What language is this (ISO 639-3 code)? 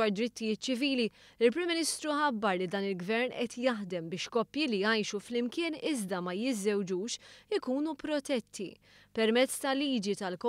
mlt